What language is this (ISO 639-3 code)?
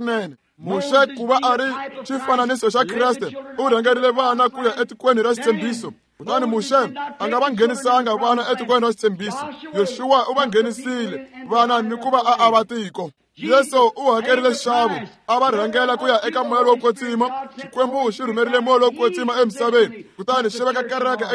tso